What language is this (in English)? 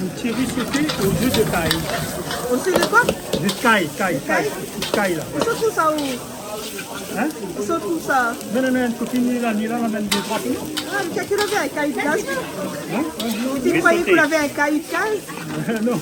Réunion Creole French